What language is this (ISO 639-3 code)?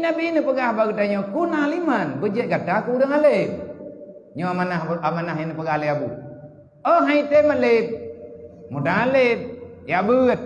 ace